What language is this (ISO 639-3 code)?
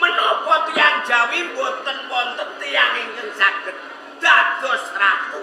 jav